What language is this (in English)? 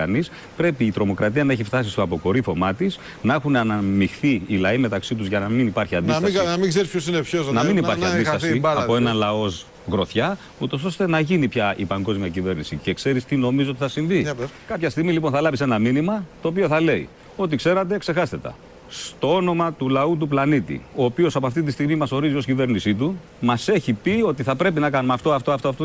Greek